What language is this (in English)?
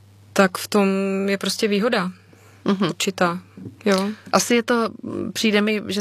Czech